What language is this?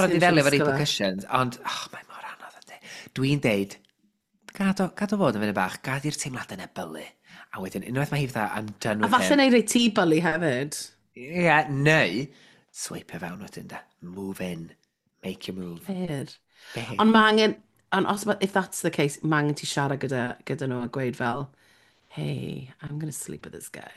Welsh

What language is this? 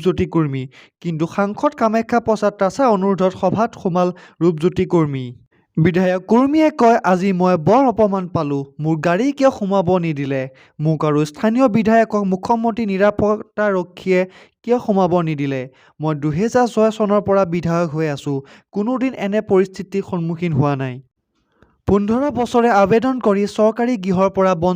Assamese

